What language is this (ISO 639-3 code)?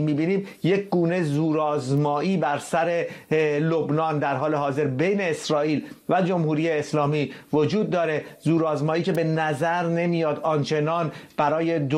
fas